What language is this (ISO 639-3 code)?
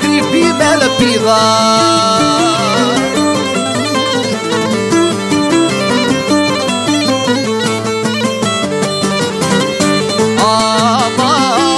ell